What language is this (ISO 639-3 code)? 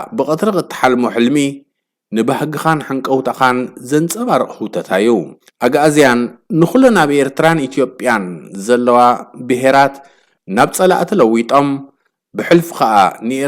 tir